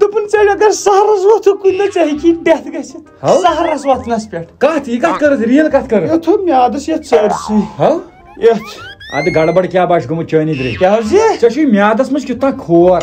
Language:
Kashmiri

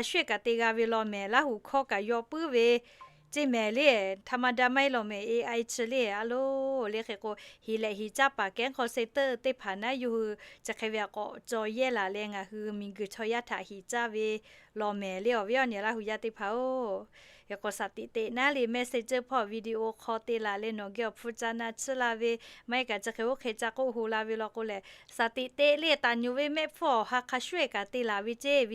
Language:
Lahu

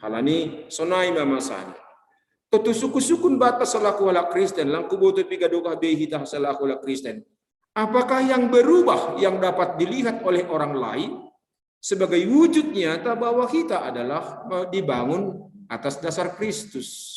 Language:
Batak Simalungun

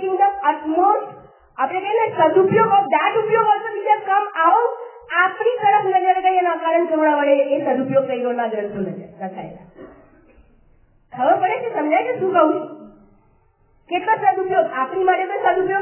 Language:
Gujarati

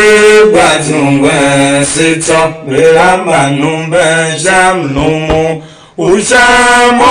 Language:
Tiv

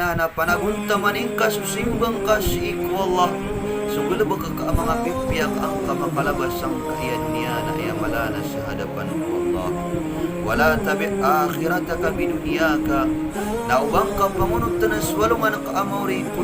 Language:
Maranao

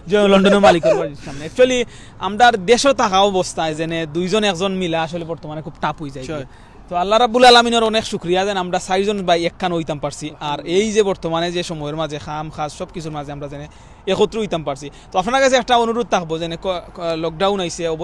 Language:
Sylheti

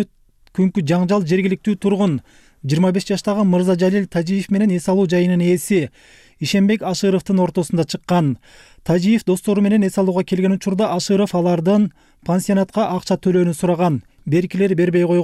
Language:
Kyrgyz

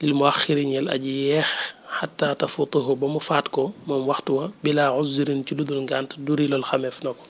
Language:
Wolof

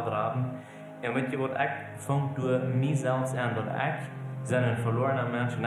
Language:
Plautdietsch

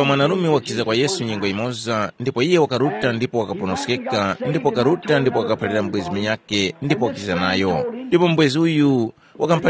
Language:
Tumbuka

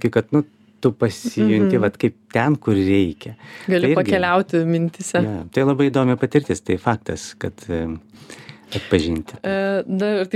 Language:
Lithuanian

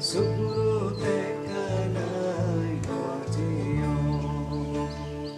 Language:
Santali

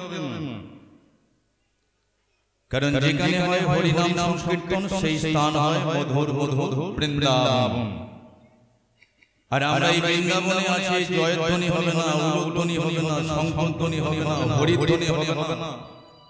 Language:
Bangla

